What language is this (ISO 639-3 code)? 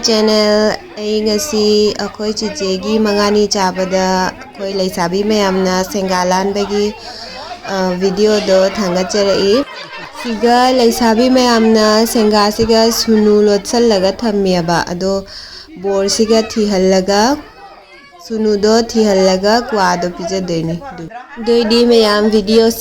mni